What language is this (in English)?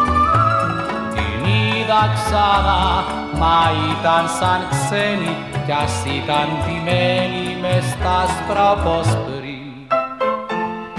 Greek